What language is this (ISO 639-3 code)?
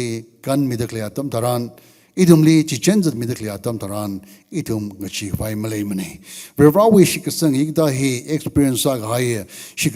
nmf